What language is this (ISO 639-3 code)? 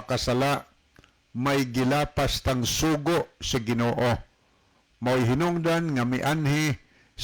ceb